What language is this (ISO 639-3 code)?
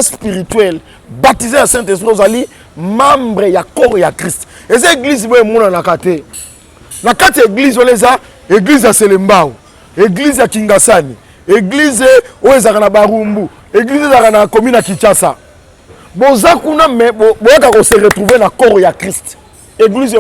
lin